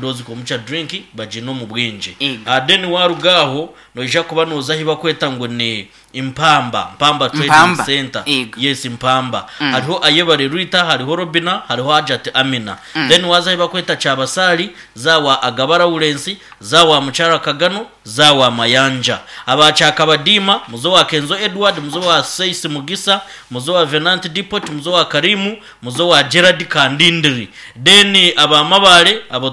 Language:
Nyankole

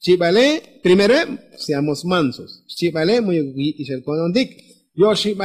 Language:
Tzotzil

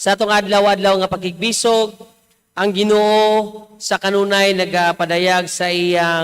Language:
Cebuano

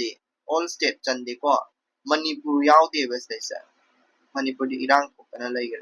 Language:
Manipuri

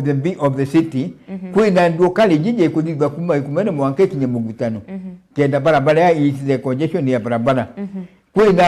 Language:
Meru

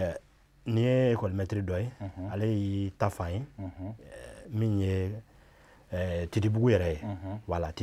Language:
Bambara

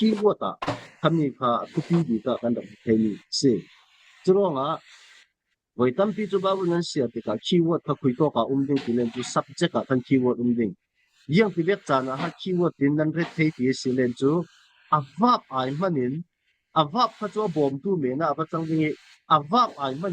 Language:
Falam Chin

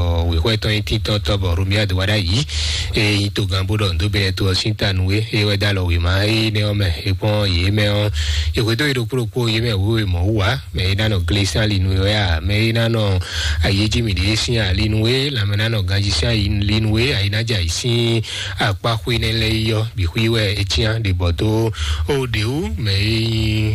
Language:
Fon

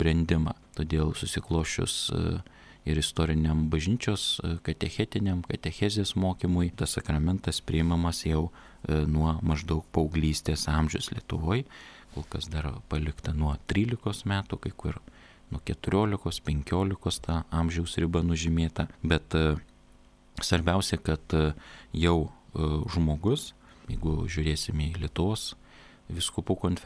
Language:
Lithuanian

